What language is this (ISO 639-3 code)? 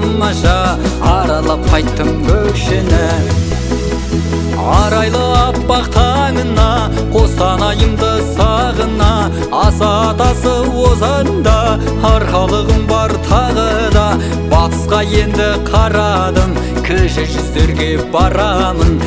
kaz